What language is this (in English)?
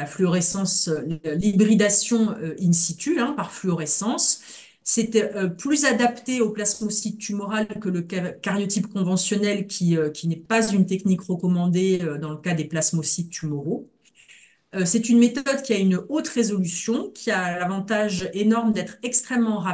French